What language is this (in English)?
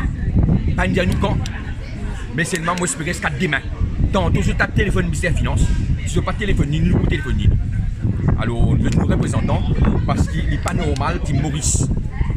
Morisyen